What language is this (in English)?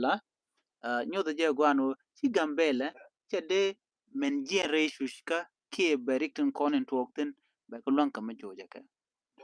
Nuer